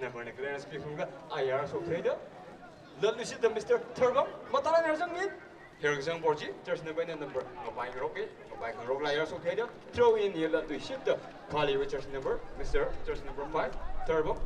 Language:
Tangkhul Naga (India)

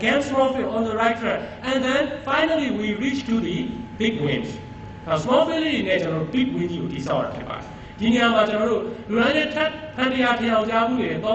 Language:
Burmese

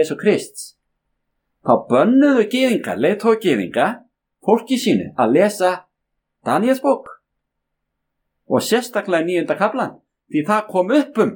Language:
Icelandic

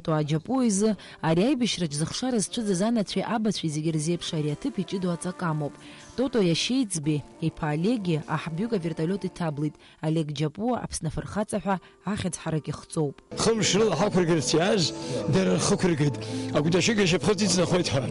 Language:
Abkhazian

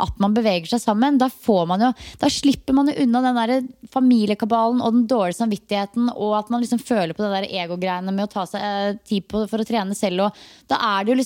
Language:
Norwegian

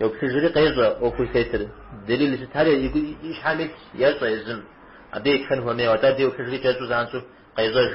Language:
Kabardian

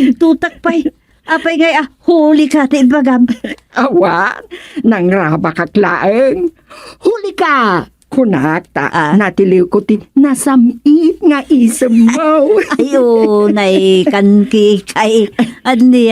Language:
Iloko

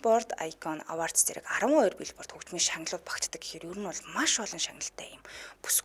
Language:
Mongolian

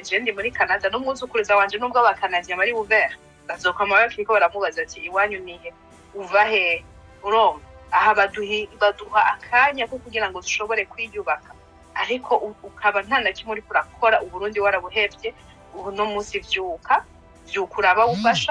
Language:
Rundi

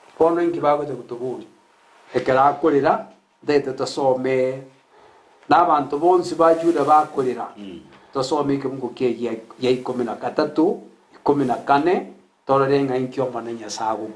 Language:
Gusii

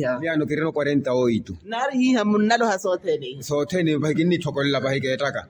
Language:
Makhuwa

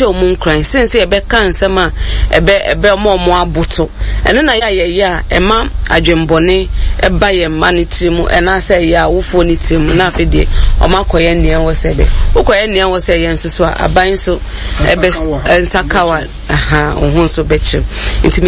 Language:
Akan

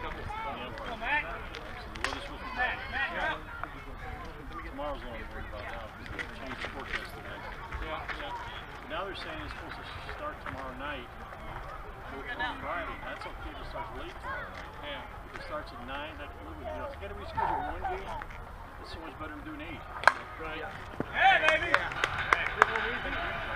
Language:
English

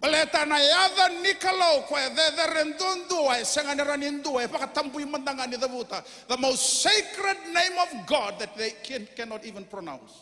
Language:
Fijian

